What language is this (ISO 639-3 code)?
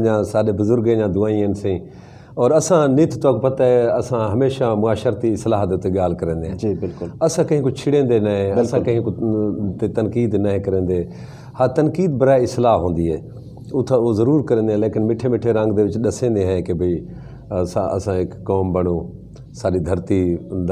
skr